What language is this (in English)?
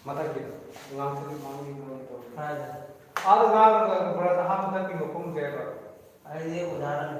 Manipuri